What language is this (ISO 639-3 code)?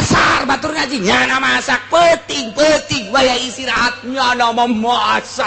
sun